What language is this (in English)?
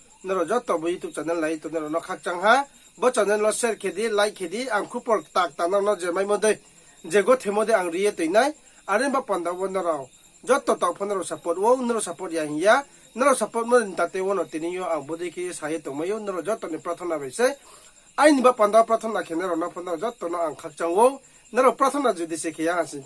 Riang (India)